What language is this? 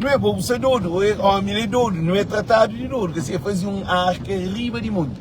Kabuverdianu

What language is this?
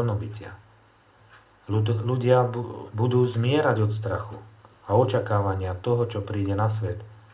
Slovak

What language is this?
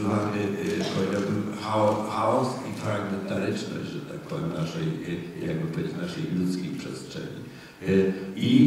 Polish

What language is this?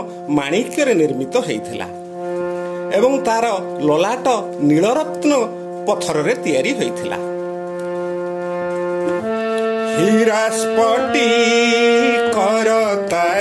Odia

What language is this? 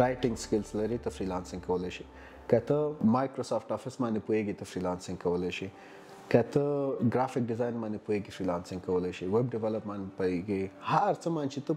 Pashto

